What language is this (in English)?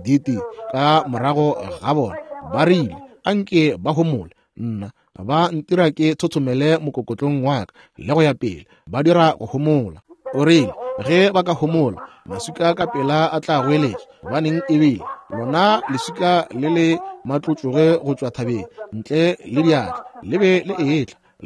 Northern Sotho